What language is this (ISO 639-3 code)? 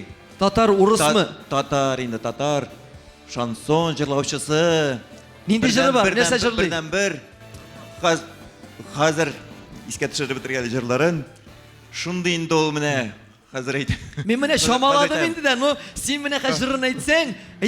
tat